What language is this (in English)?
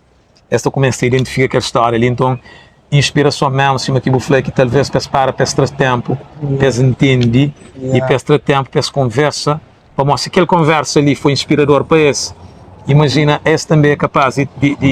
Kabuverdianu